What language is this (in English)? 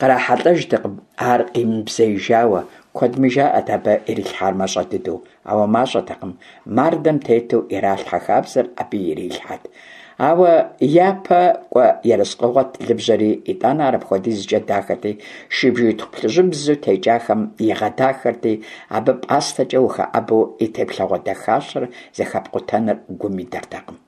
Kabardian